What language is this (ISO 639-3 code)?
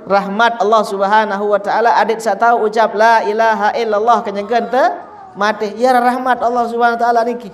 sas